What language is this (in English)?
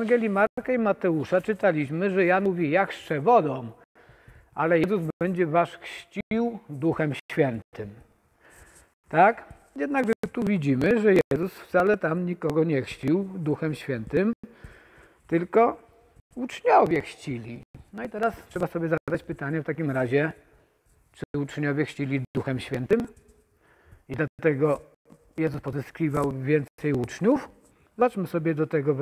Polish